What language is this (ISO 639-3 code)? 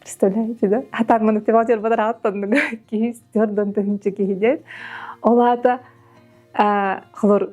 sah